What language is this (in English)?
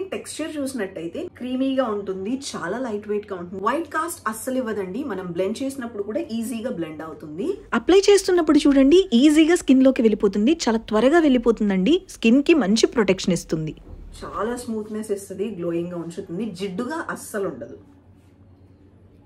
Telugu